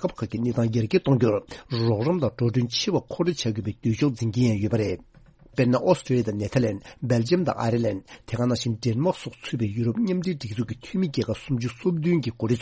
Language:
Tibetan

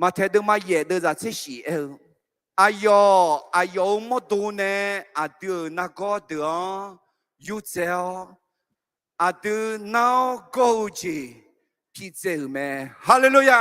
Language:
Akha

